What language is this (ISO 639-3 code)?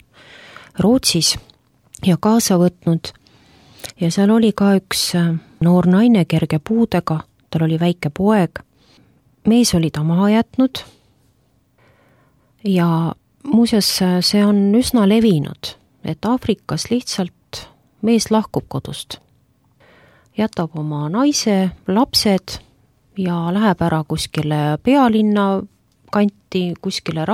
est